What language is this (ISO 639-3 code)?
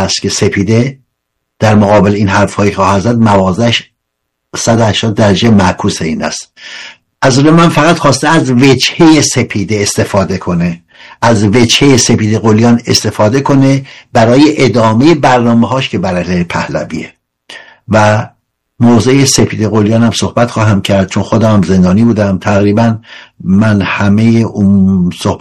fas